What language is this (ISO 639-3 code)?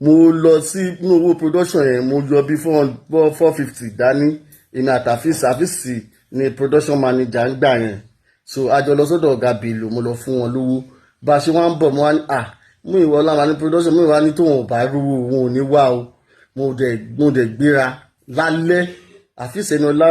yor